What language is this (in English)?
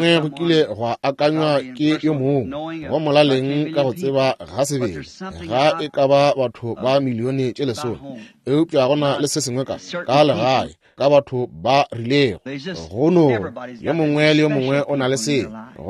Northern Sotho